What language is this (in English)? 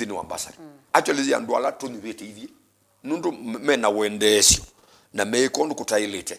Kamba